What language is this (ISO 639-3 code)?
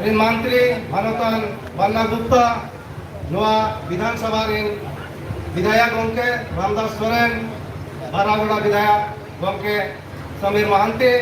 sat